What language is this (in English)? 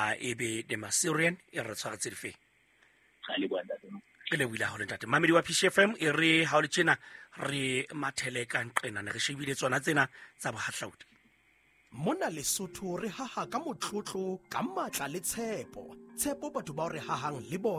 Southern Sotho